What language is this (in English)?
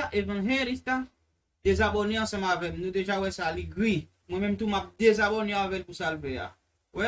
Haitian Creole